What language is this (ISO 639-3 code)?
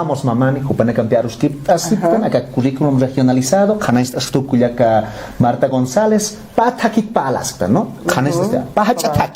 aym